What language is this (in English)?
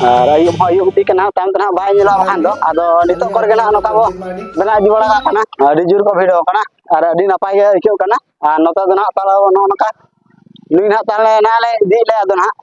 Santali